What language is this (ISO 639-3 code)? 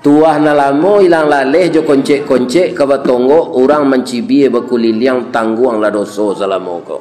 min